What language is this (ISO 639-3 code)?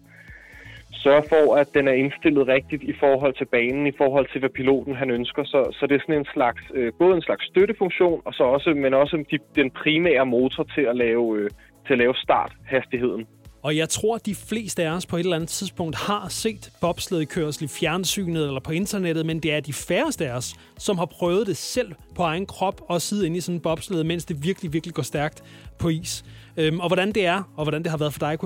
dan